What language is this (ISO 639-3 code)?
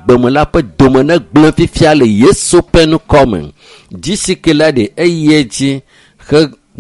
ewe